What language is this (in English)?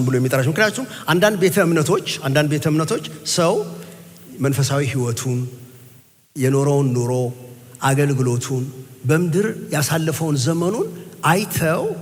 Amharic